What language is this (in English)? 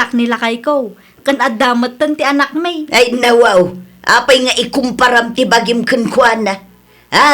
Iloko